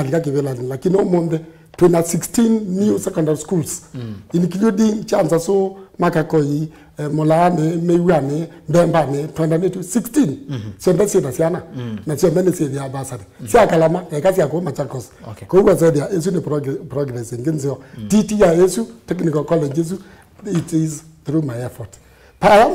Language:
Kamba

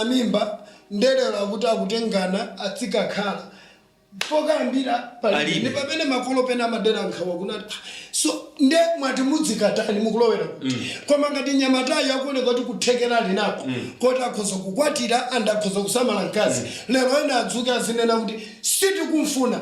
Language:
Nyanja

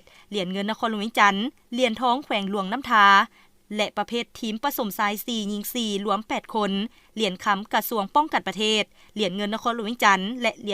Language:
Lao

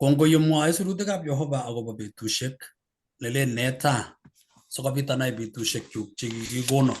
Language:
Kalenjin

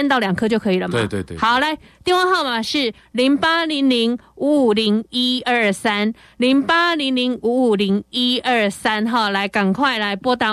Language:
Chinese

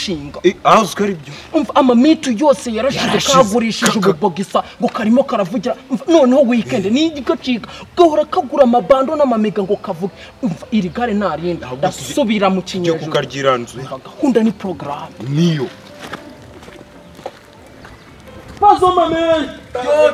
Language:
Kinyarwanda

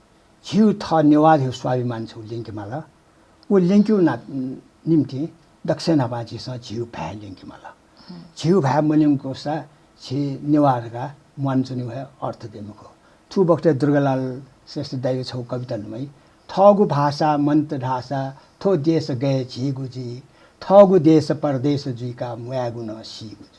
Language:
Newari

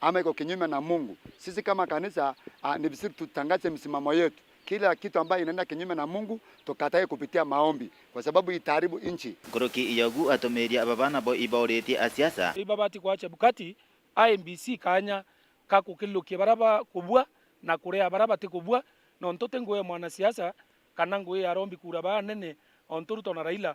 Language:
Meru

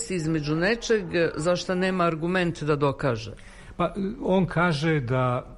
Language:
Serbian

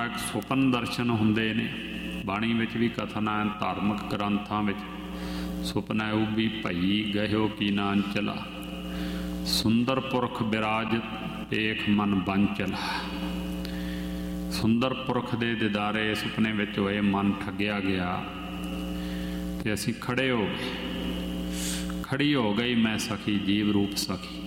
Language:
Punjabi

